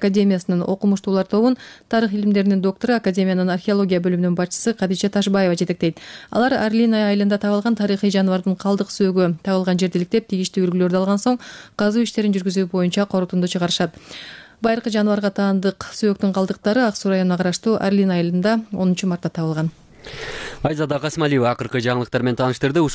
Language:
Kyrgyz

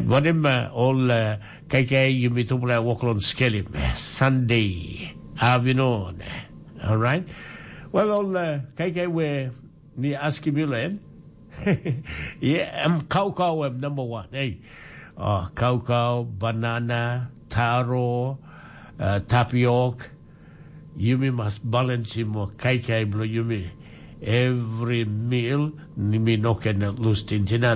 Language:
Tok Pisin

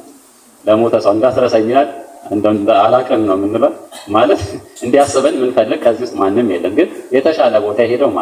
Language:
Amharic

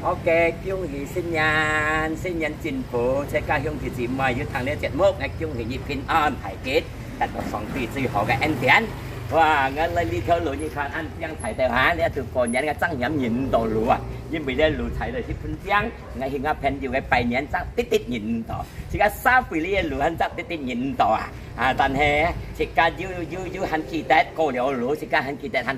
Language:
Hakka Chinese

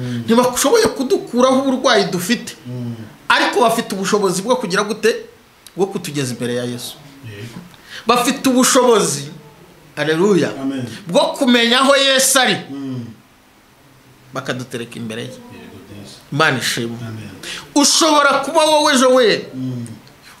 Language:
Kinyarwanda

